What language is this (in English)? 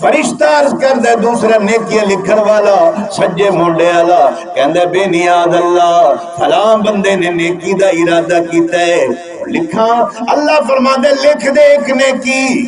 Saraiki